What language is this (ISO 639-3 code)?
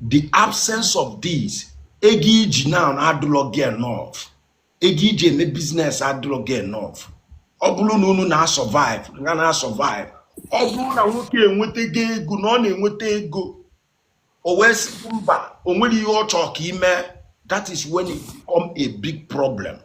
ibo